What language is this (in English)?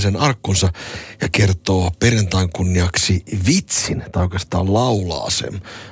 Finnish